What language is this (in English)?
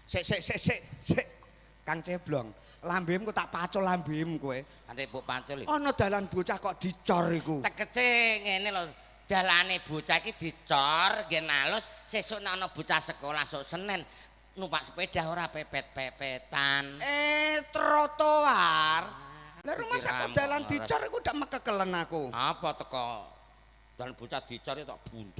Javanese